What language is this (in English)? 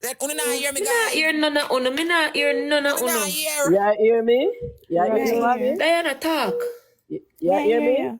Jamaican Creole English